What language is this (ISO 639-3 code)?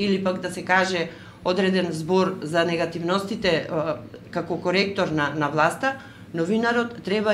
mkd